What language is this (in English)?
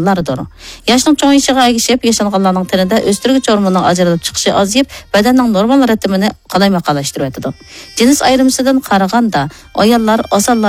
Uyghur